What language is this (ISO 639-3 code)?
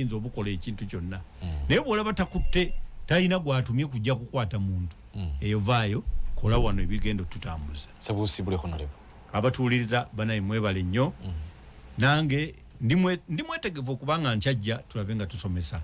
lug